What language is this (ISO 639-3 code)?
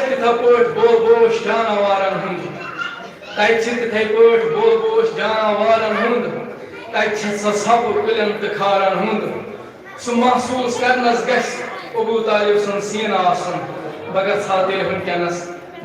kas